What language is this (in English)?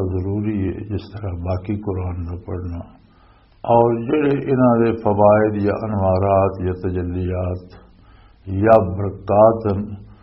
Western Panjabi